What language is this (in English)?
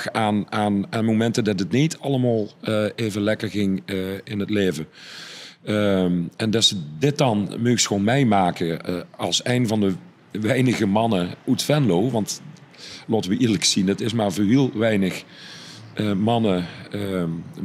Limburgish